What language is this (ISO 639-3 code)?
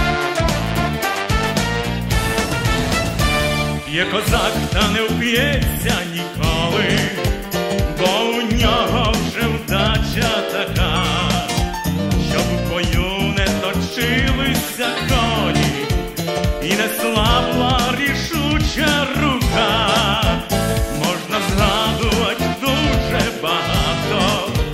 ukr